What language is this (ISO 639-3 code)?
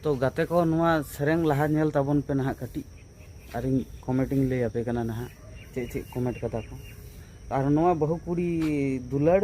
sat